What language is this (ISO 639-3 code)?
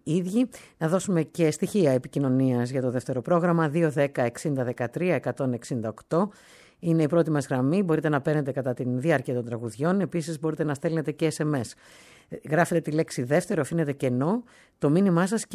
ell